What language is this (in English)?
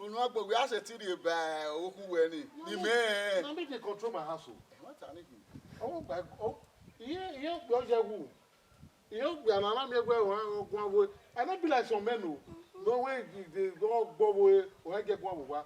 Bini